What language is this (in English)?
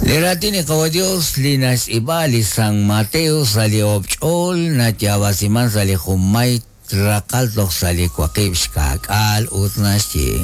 Kekchí